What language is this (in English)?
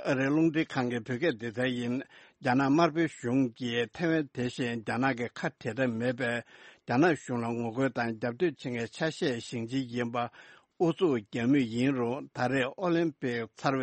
Tibetan